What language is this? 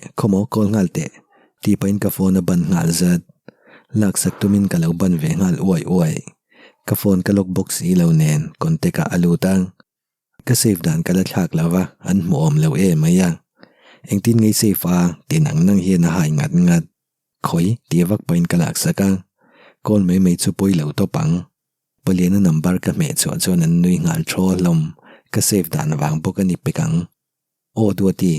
Mizo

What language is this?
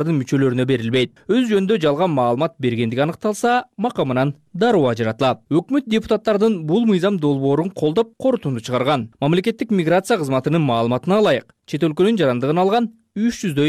Kyrgyz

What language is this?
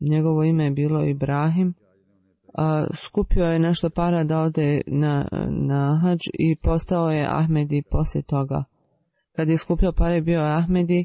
Bosnian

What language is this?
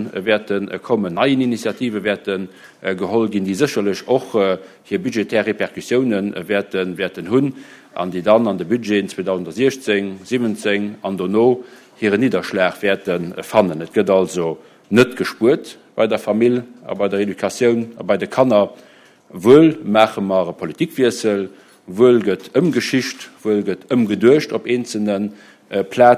Luxembourgish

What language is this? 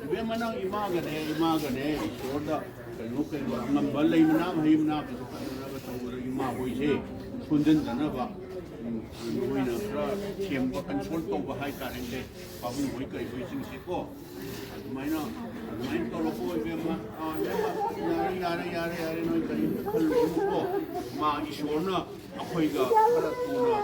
Manipuri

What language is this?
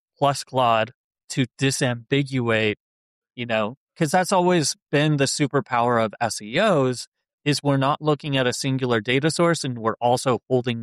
English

